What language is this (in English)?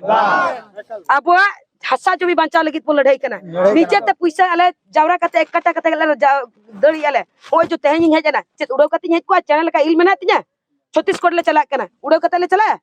Santali